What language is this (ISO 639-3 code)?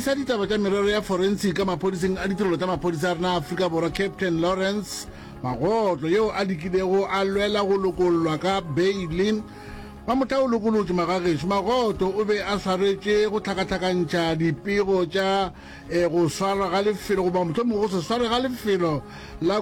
nso